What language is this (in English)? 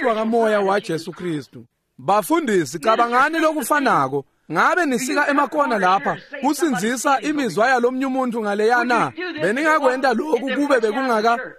Swati